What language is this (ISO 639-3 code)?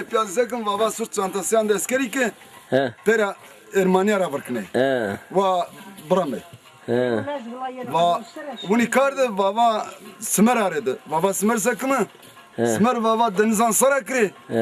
zza